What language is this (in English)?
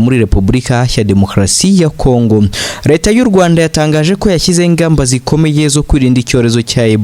Kinyarwanda